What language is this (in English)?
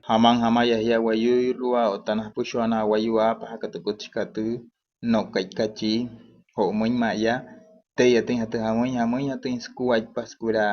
Wayuu